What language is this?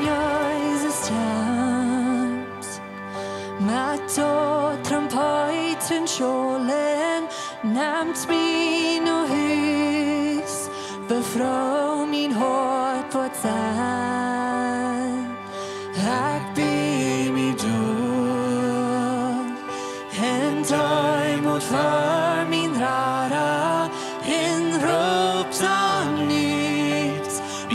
Plautdietsch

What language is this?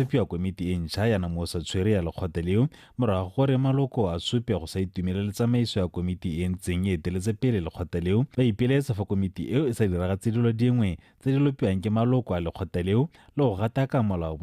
Tswana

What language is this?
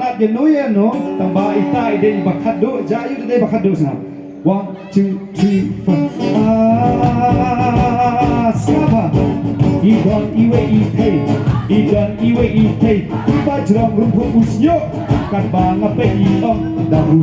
Khasi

